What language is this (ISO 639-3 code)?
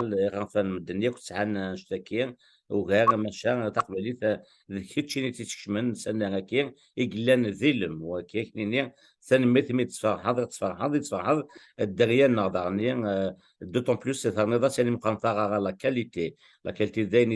kab